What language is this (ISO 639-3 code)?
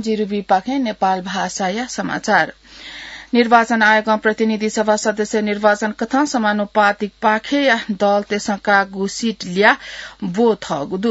new